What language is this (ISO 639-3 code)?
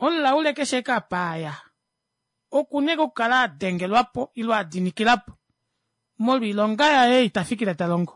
kua